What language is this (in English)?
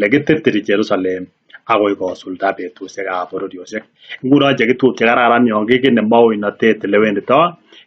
Kalenjin